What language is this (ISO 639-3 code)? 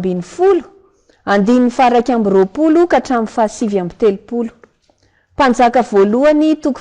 mlg